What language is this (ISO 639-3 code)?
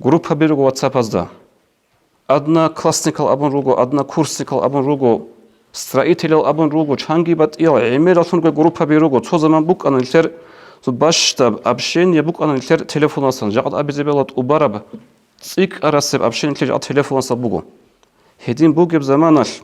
ava